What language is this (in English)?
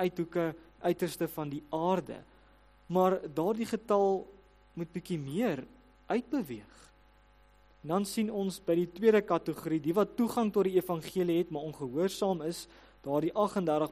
Afrikaans